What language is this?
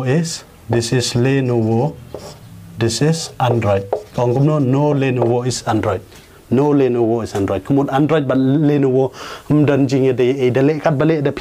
Khasi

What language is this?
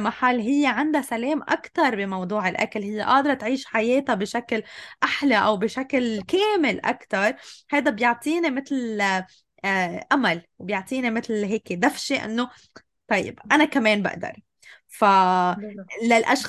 North Levantine Arabic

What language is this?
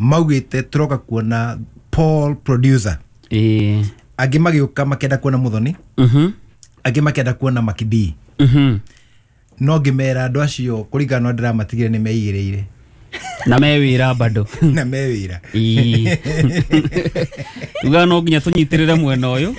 Kikuyu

